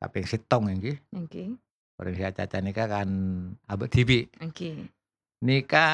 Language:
Madurese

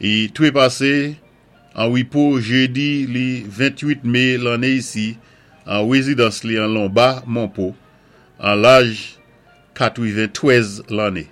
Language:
Saint Lucian Creole French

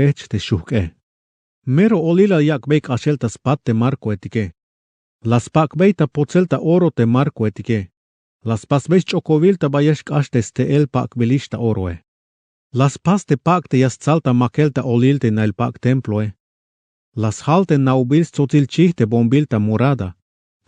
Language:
Tzeltal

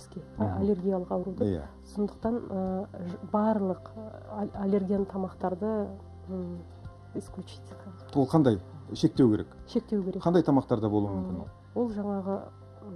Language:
Kazakh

